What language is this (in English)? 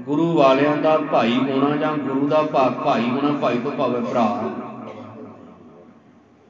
Punjabi